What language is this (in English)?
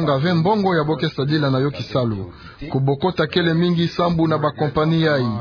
Kituba (Democratic Republic of Congo)